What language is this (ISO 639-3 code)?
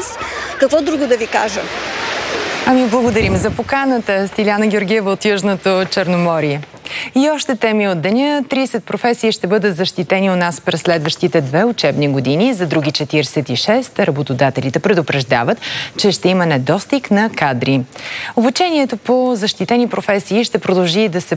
bul